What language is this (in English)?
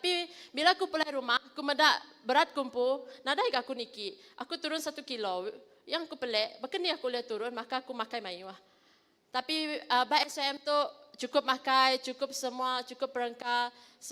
Iban